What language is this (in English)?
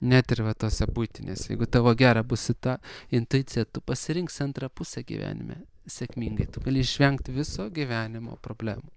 Lithuanian